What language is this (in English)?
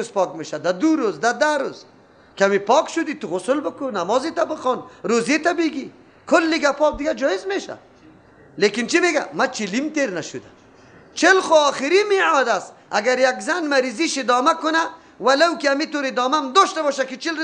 Persian